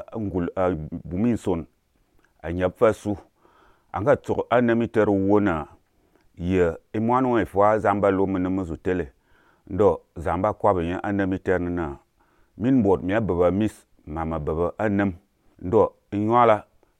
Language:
Azerbaijani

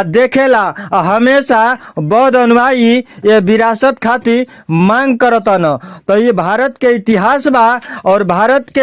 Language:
Bhojpuri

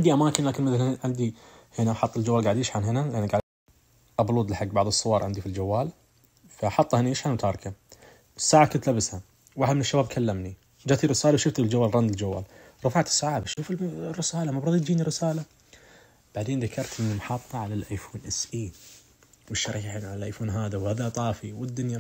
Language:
Najdi Arabic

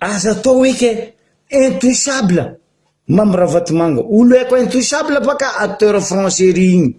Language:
Malagasy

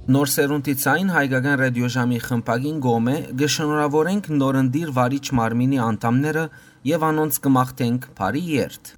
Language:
Western Armenian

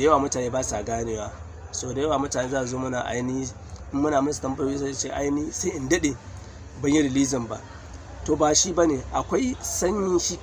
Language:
Hausa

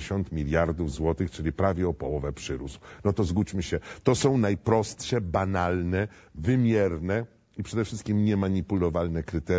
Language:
Polish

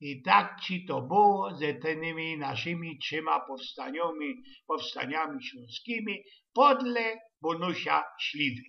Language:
Silesian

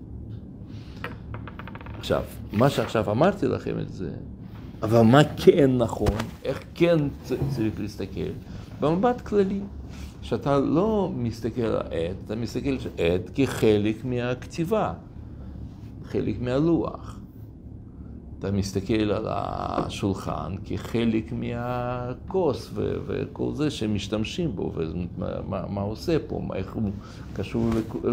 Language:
Hebrew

